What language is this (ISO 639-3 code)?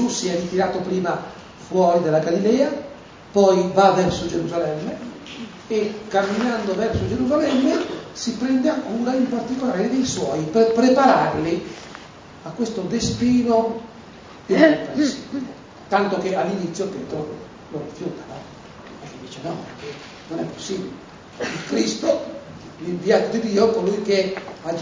ita